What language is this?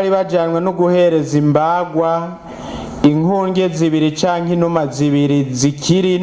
Rundi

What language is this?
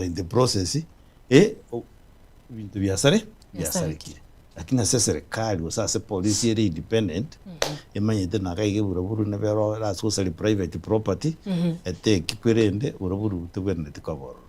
Gusii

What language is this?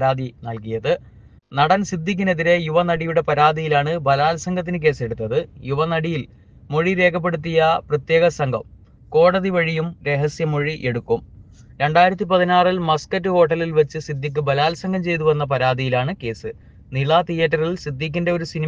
Malayalam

